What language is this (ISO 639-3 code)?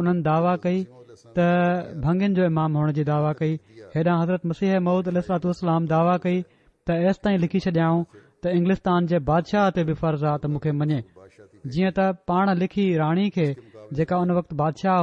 snd